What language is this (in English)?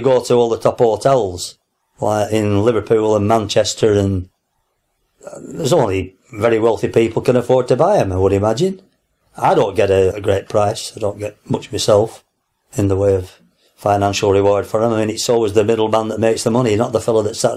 English